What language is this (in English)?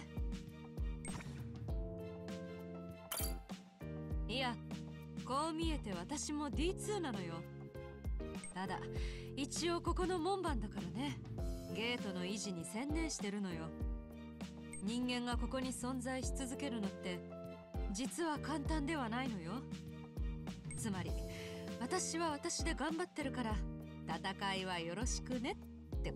Japanese